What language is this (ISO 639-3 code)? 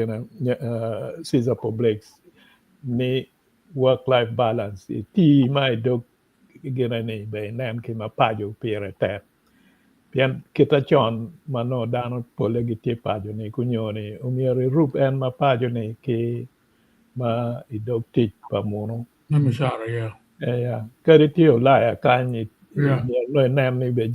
ach